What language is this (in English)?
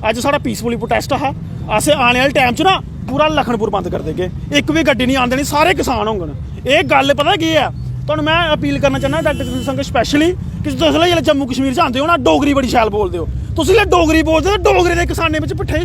Dogri